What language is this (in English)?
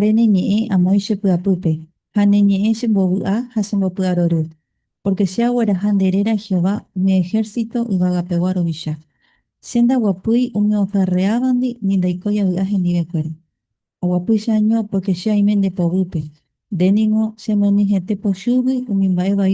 Guarani